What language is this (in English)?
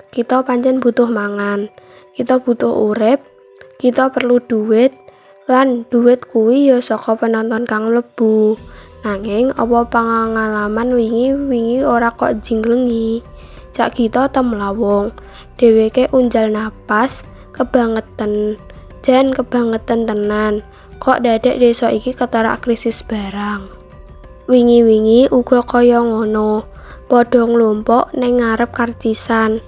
Javanese